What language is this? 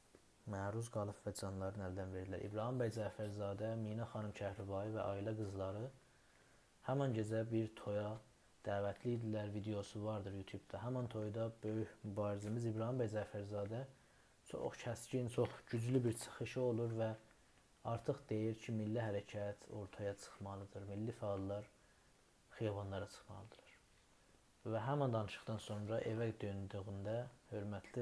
South Azerbaijani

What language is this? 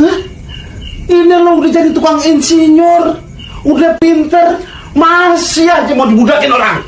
Betawi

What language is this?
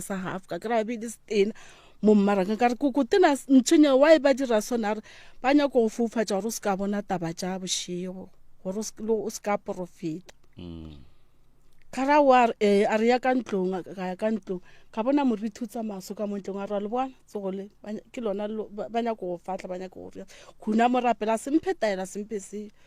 Northern Sotho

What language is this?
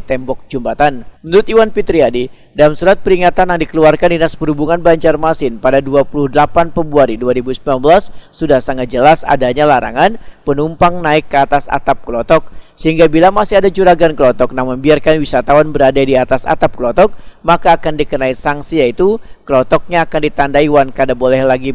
Banjar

